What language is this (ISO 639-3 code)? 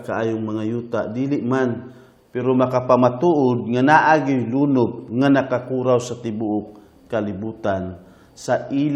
ceb